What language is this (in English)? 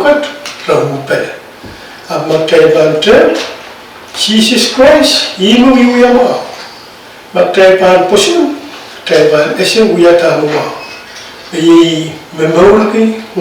Pohnpeian